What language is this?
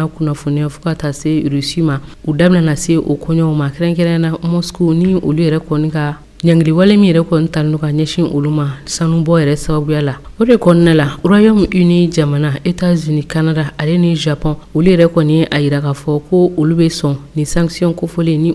Bambara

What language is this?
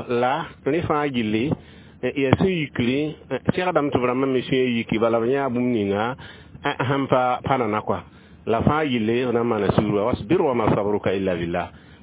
Mossi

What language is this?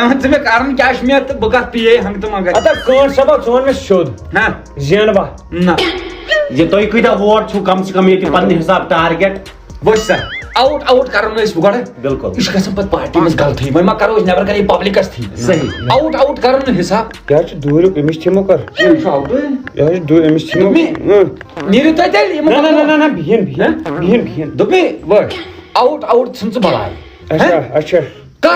Kashmiri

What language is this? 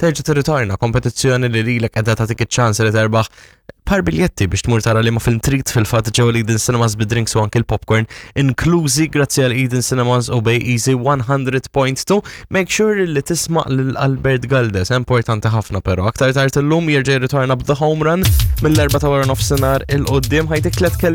Maltese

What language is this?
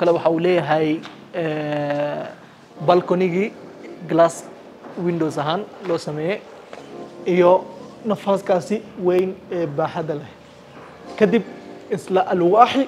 Somali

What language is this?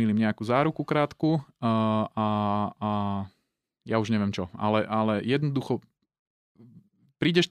Slovak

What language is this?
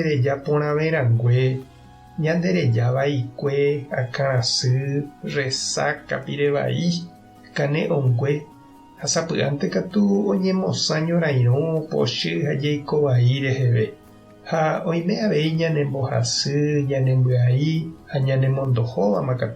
Guarani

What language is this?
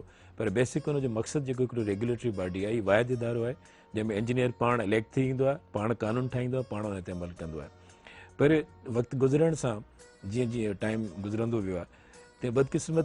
Sindhi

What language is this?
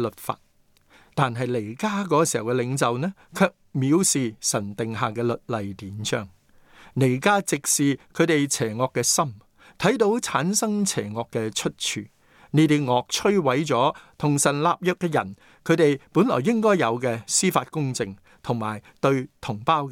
Cantonese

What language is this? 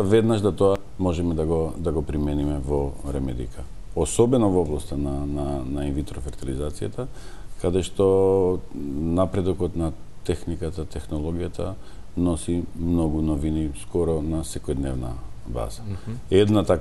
Macedonian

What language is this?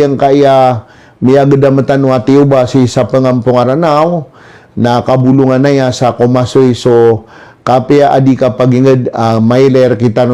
Maranao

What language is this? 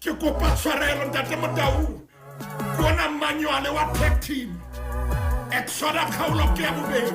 Southern Sotho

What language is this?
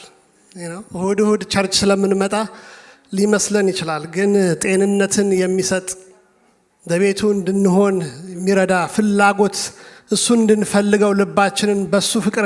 Amharic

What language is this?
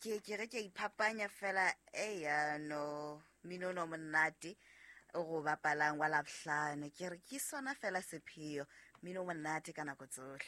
Southern Sotho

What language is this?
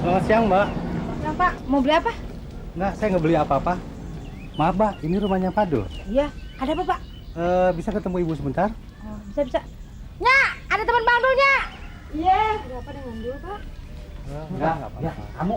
Betawi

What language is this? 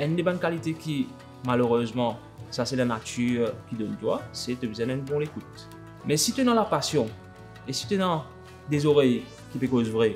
Morisyen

